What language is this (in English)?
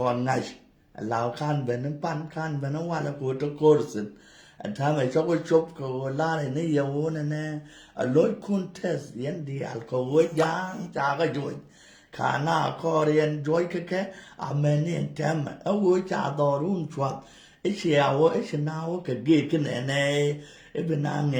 Nuer